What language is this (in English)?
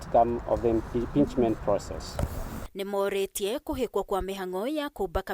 Kikuyu